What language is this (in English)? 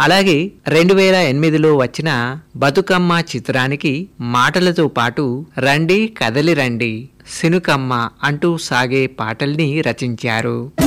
Telugu